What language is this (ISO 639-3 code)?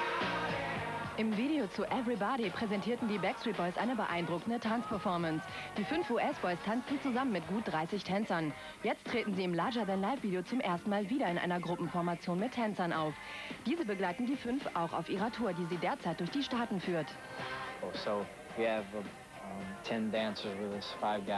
deu